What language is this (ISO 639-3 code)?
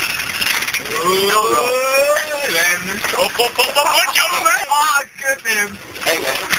nld